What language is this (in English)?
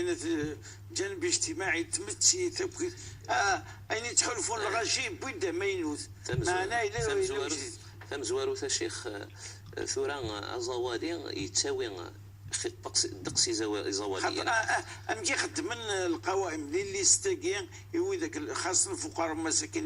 Moroccan Arabic